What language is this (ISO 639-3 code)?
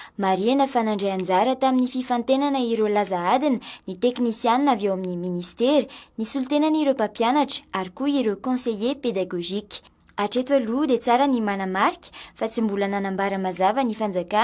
mlg